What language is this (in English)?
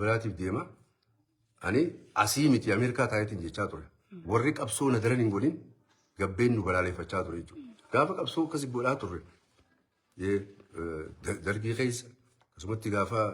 Oromo